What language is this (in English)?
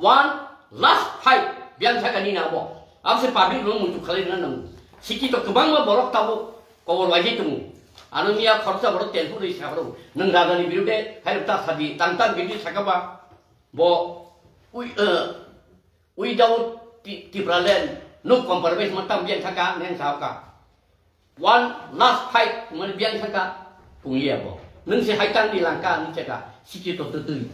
Kok Borok